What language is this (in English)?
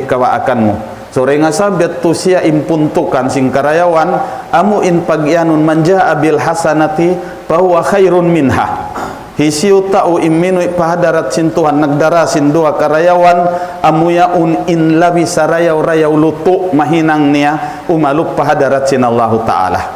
Tausug